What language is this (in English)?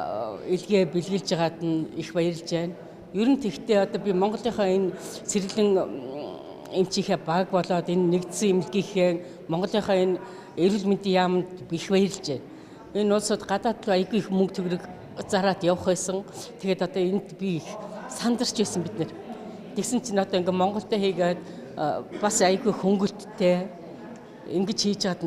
Mongolian